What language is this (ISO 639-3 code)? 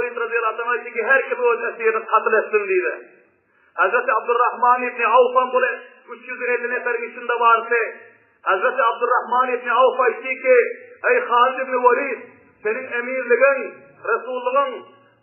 tuk